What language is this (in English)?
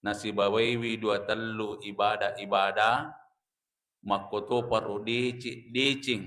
Buginese